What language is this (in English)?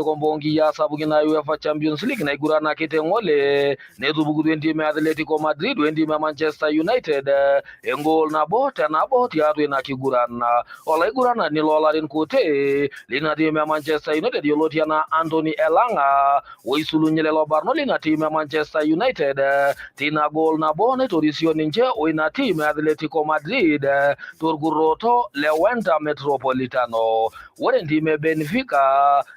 Masai